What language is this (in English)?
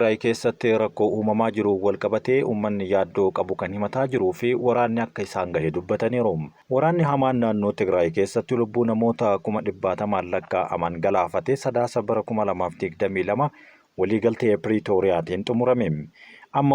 Oromo